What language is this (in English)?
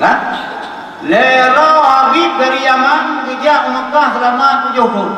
Achinese